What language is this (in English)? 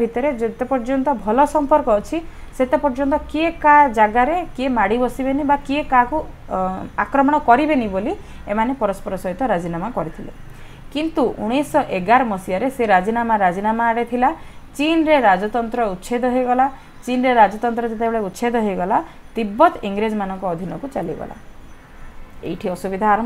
Odia